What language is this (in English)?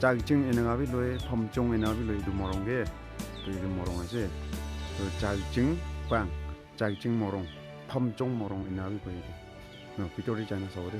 Naga Pidgin